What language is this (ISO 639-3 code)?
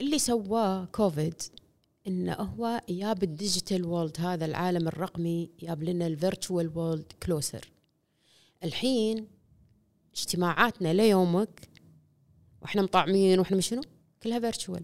afb